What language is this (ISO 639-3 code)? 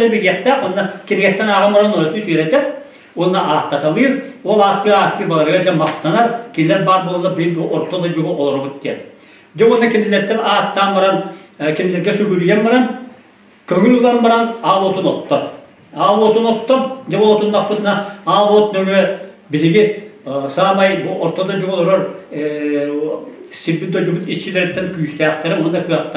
sah